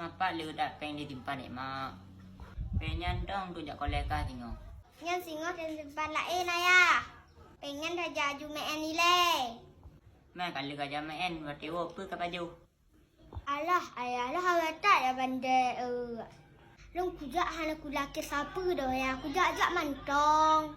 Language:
Achinese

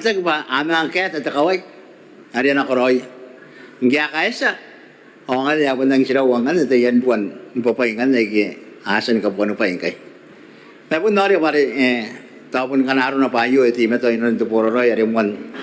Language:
Gilbertese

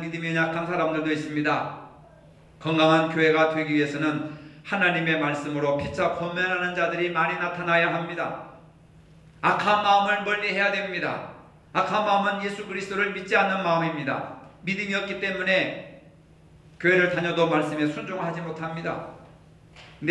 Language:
Korean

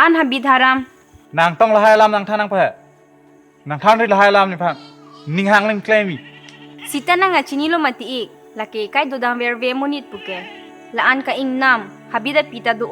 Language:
Karbi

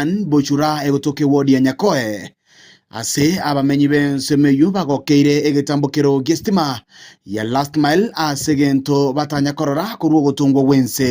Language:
Gusii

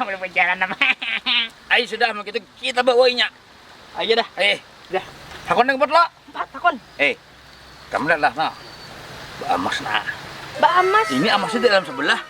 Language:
Banjar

